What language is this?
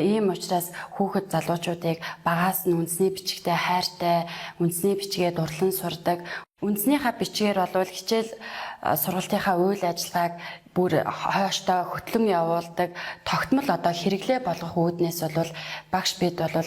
Mongolian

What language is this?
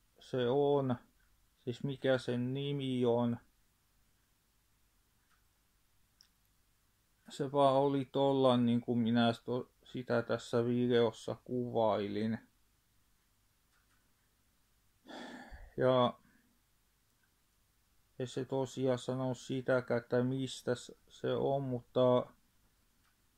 Finnish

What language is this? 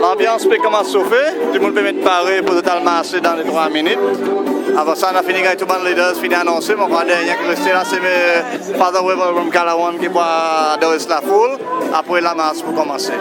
Seselwa Creole French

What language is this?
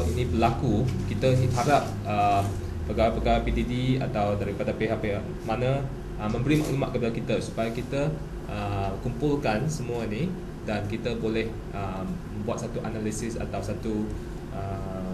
Malay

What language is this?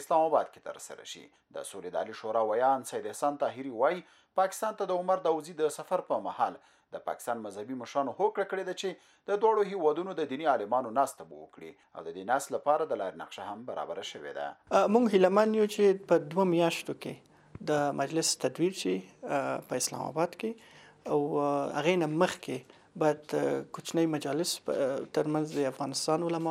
Pashto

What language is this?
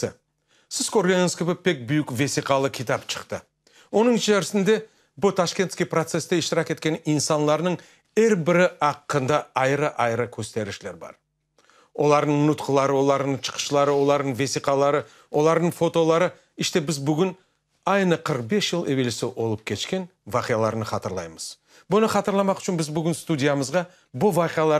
Crimean Tatar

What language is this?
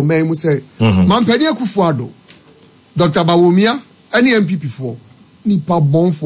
Akan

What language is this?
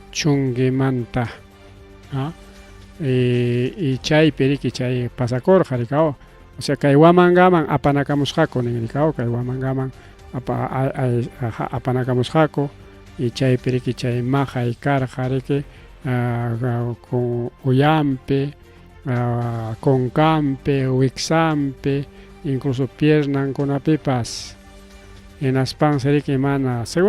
Ayacucho Quechua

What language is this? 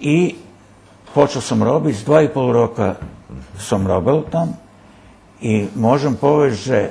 Rusyn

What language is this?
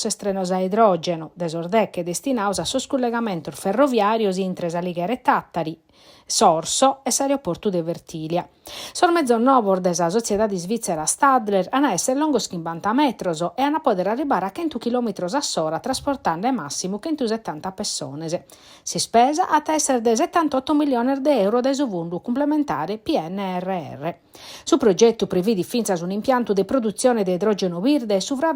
Sardinian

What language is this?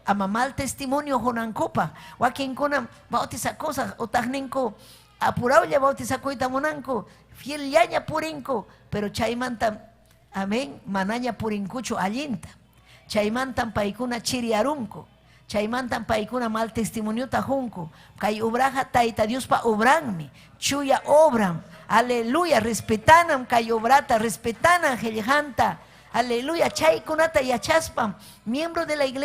Ayacucho Quechua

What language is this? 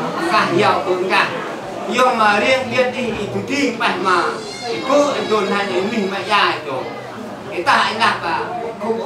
Central Mnong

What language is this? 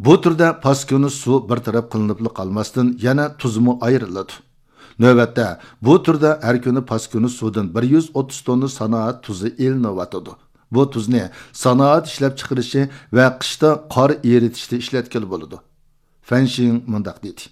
Uyghur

